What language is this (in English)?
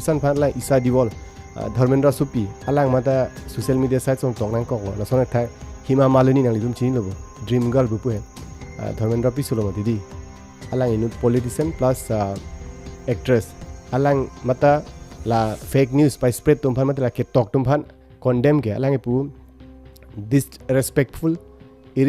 Karbi